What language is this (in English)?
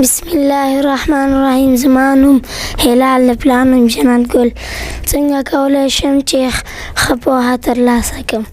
Pashto